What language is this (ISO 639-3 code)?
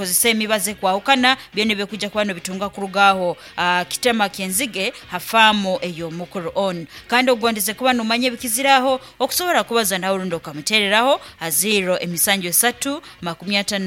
nyn